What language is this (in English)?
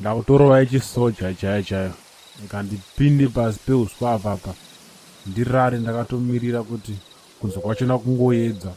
Shona